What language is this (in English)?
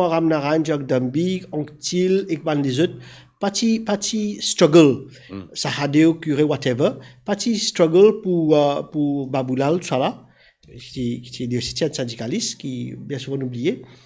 Morisyen